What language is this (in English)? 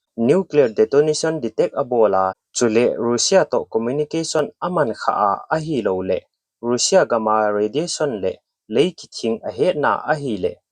Thado Chin